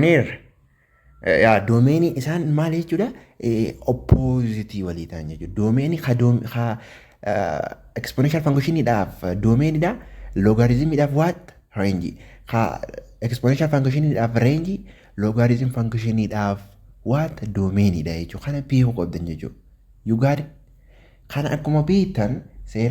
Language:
Oromo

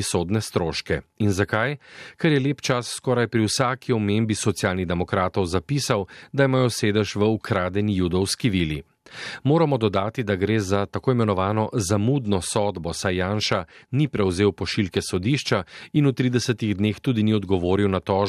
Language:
Slovenian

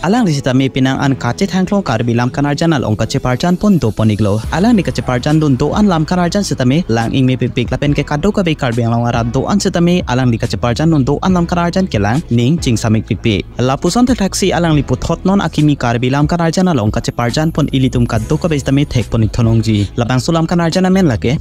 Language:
Karbi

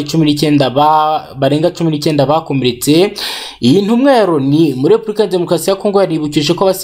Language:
Kinyarwanda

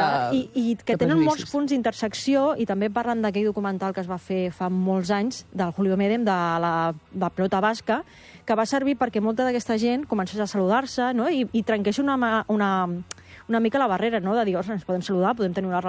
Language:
Catalan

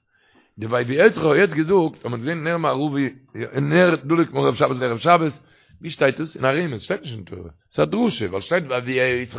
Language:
Yiddish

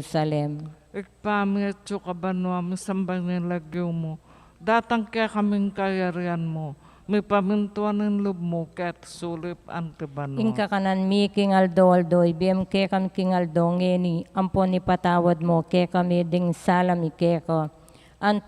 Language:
Pampanga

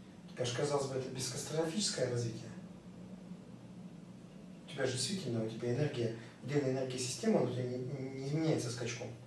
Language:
Russian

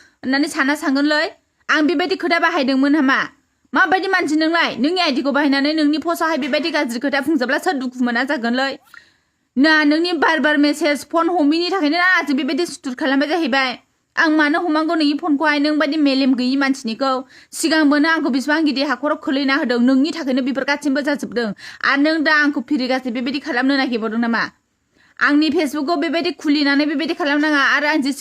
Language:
Bodo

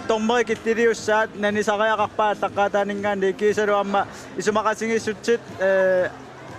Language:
Kalaallisut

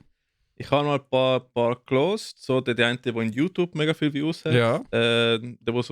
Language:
Swiss German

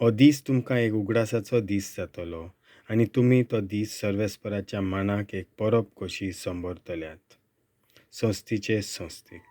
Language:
Konkani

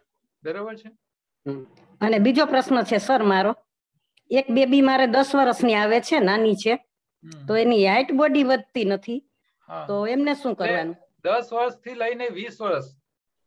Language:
Gujarati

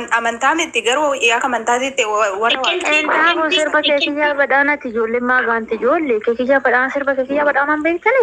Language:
Oromo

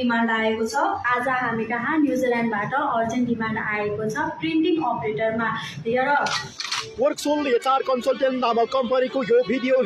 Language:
Nepali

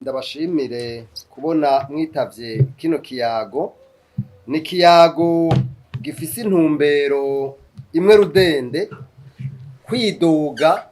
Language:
Rundi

